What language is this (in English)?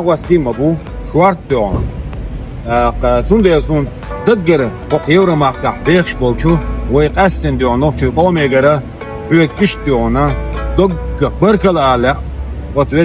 Chechen